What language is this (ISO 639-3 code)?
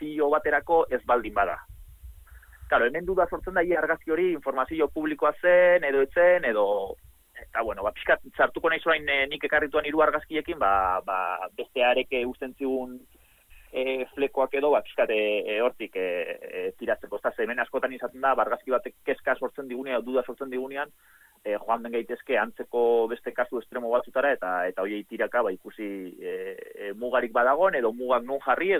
eus